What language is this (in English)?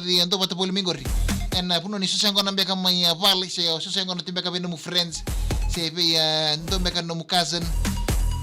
Fijian